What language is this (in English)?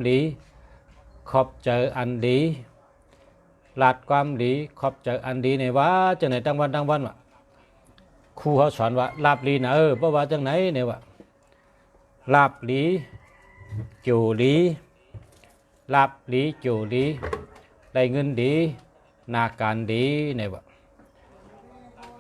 Shan